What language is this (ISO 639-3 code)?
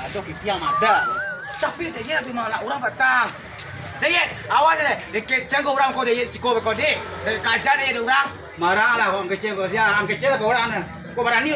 min